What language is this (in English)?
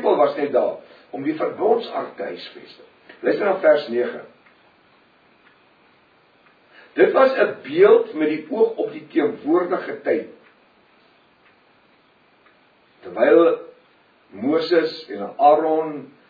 Afrikaans